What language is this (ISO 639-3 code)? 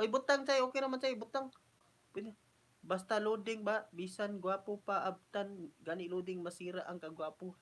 ceb